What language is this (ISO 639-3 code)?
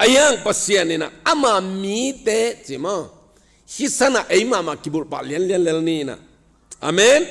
ctd